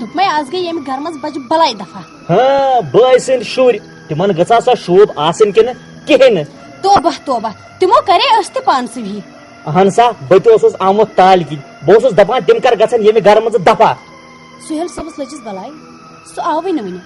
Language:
Kashmiri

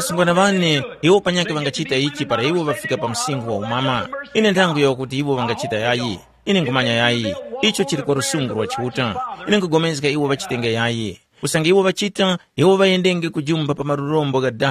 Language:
Tumbuka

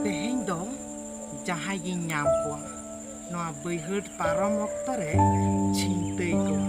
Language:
Santali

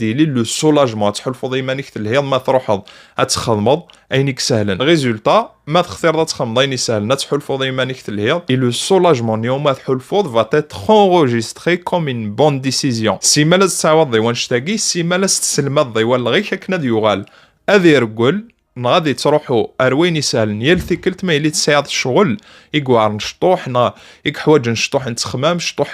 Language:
Kabyle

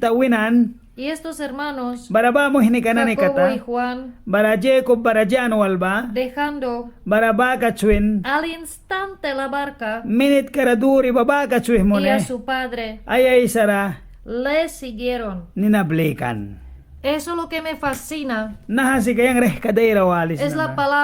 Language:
Mískito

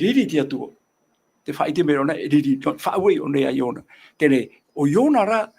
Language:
Tahitian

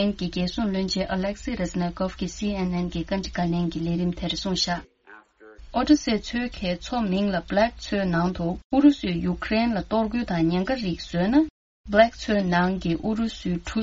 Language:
Tibetan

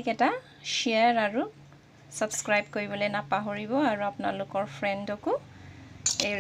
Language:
Assamese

